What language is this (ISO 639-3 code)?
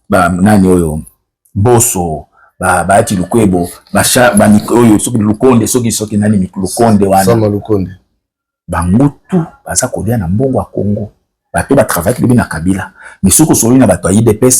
lin